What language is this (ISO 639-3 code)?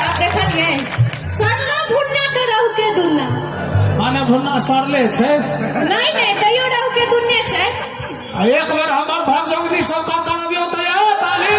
mai